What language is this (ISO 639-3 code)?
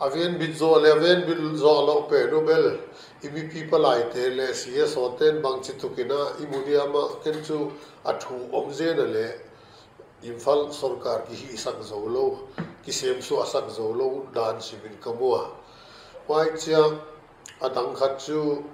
pck